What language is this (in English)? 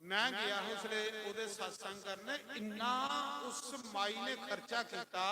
Dogri